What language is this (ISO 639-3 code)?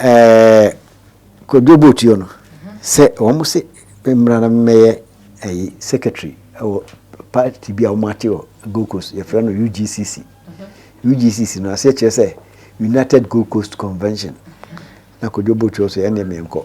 aka